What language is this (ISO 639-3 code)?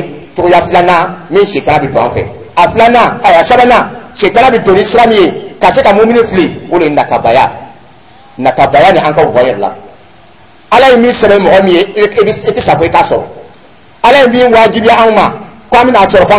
dyu